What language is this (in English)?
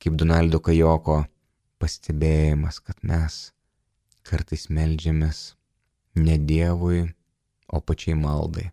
Lithuanian